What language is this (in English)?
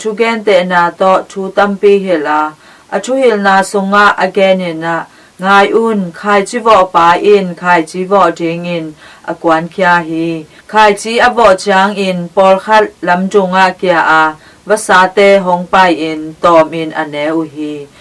Tedim Chin